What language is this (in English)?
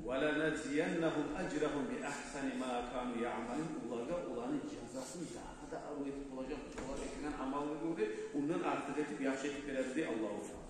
Kumyk